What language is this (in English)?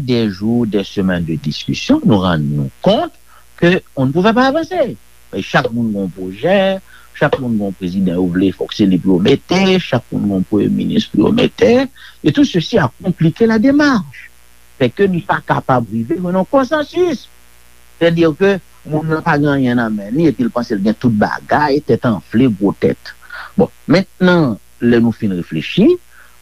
Haitian Creole